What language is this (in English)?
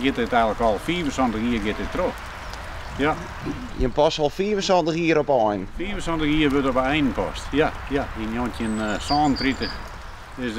Western Frisian